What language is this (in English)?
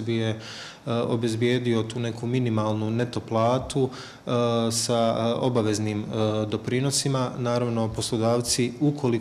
Croatian